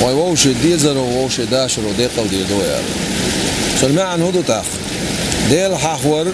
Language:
Chechen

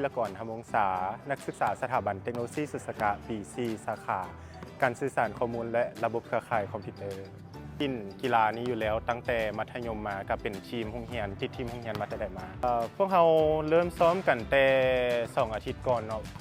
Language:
Lao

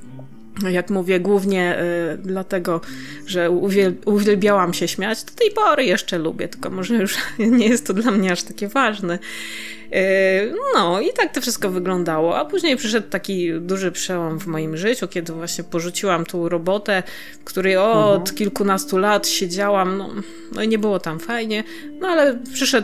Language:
Polish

